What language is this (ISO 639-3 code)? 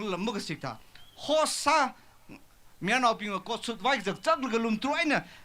nmf